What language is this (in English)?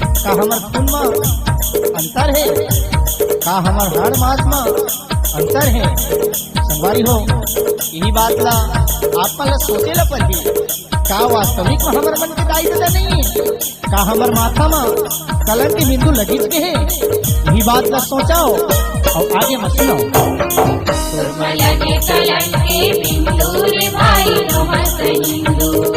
Chhattisgarhi